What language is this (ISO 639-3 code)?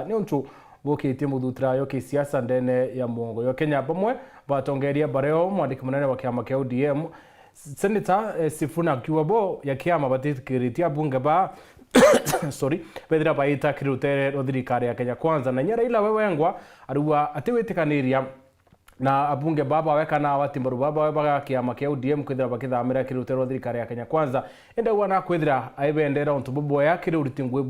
mer